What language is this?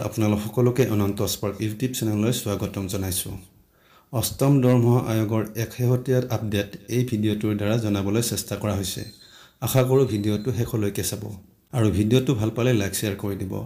Assamese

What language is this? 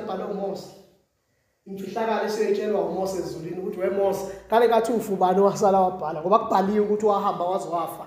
Zulu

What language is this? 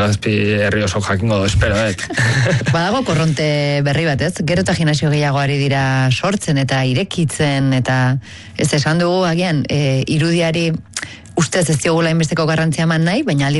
Basque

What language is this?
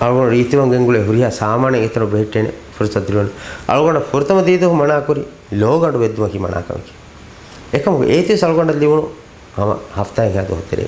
Divehi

